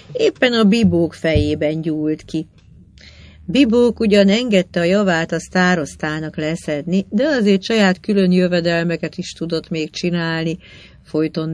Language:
Hungarian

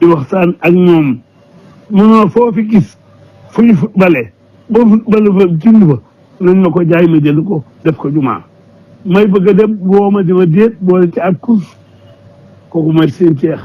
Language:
Wolof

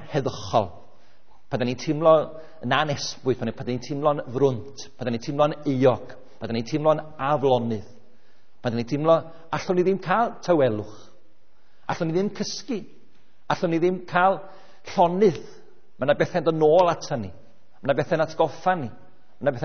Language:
Welsh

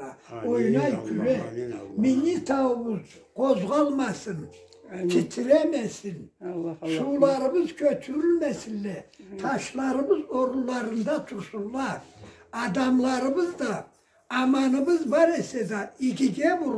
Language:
Karachay-Balkar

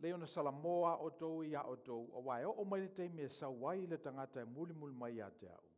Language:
Samoan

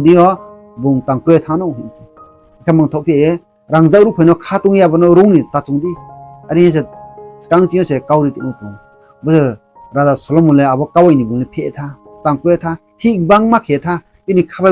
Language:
Riang (India)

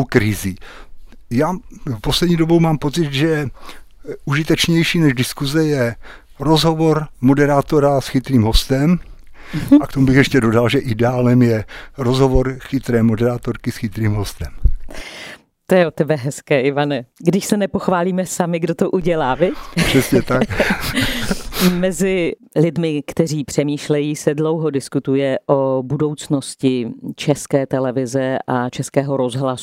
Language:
Czech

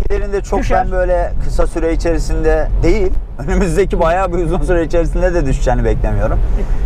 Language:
Turkish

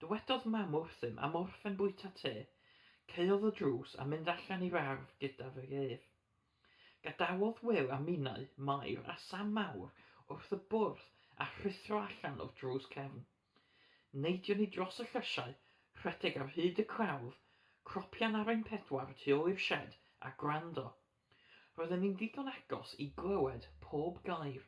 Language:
Welsh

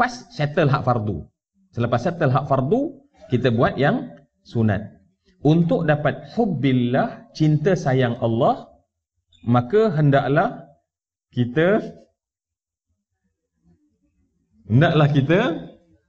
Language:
Malay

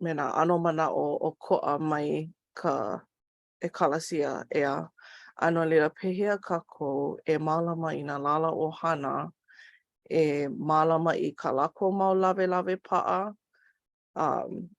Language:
Hawaiian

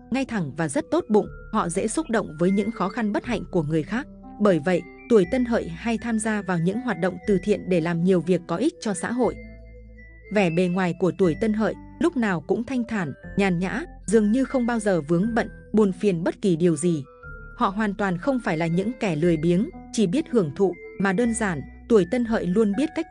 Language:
Vietnamese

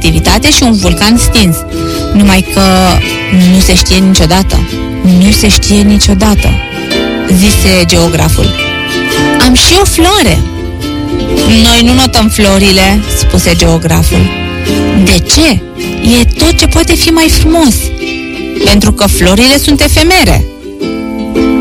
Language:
Romanian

